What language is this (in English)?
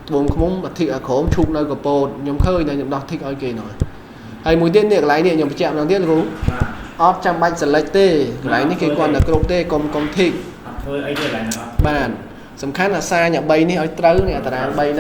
Khmer